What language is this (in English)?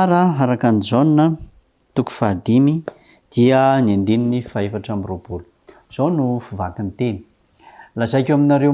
Malagasy